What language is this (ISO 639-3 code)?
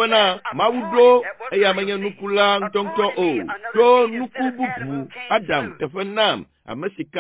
ewe